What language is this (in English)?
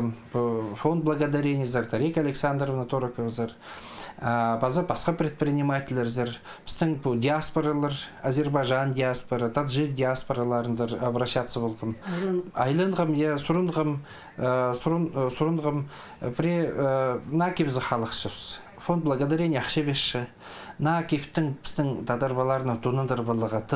Khakas